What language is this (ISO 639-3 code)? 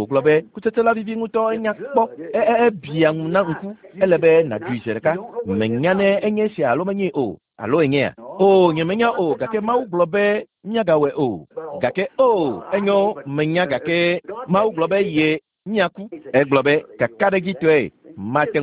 ewe